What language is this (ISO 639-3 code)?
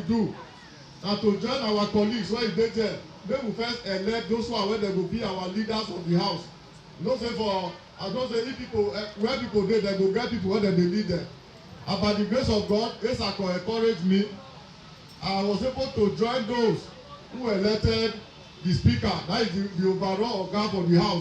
pcm